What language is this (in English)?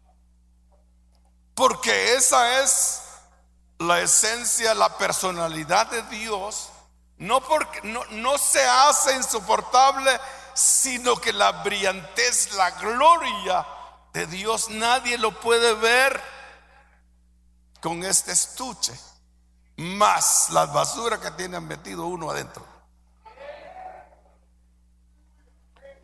Spanish